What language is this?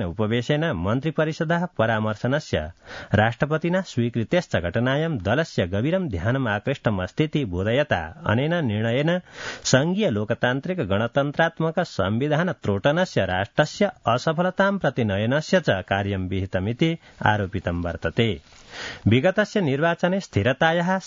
Sanskrit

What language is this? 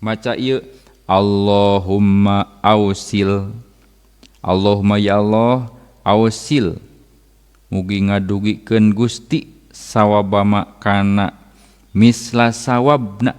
Sundanese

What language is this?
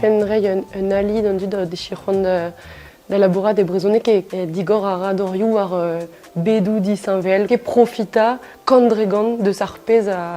Breton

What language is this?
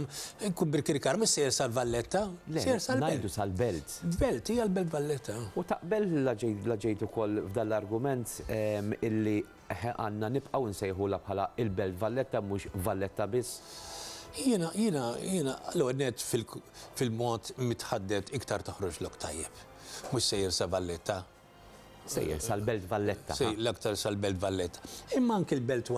Maltese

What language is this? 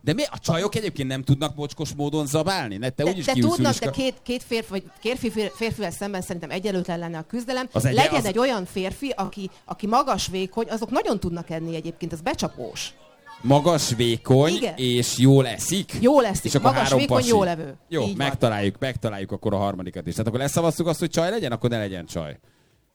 Hungarian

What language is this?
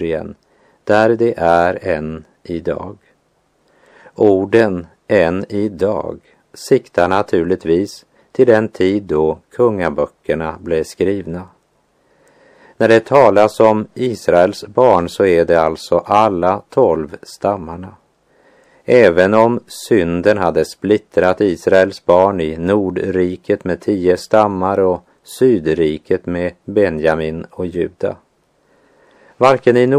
Swedish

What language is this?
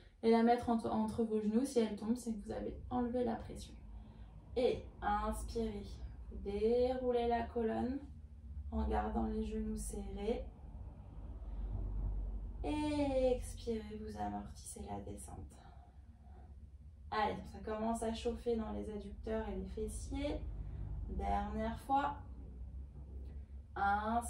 French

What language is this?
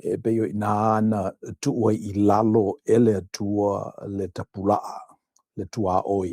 Samoan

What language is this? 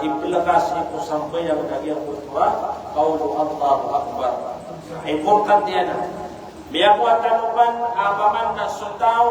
Maranao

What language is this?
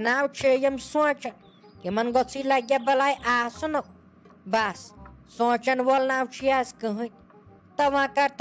Kashmiri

